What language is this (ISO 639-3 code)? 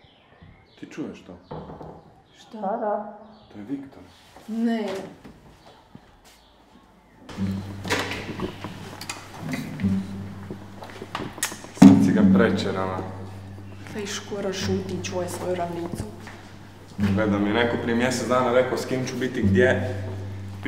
hrv